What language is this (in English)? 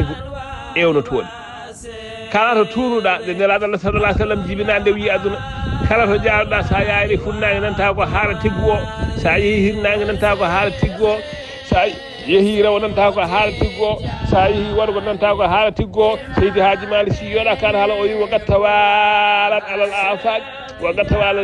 Fula